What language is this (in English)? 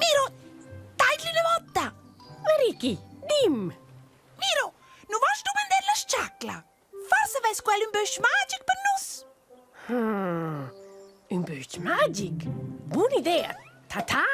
Romansh